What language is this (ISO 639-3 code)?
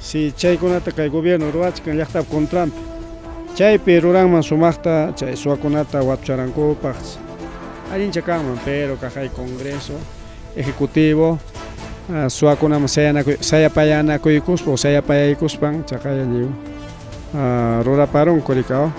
quy